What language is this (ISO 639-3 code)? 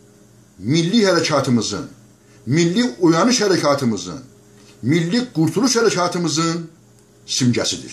azb